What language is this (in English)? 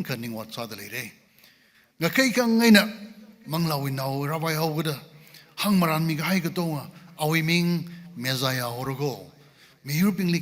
Tangkhul Naga (India)